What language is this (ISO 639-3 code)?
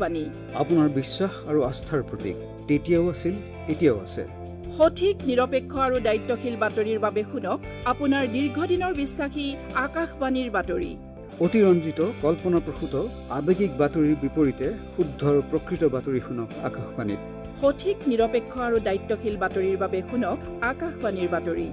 asm